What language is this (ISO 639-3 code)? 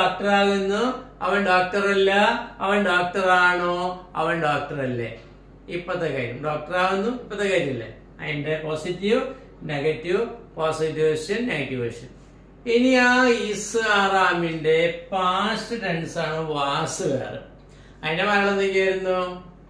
mal